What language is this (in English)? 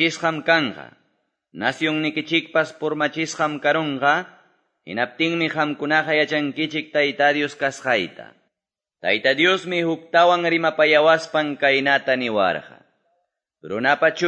Quechua